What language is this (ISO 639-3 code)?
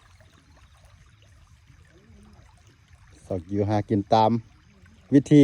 lao